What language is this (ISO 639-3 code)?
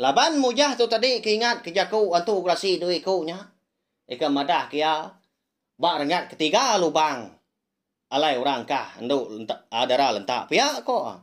iba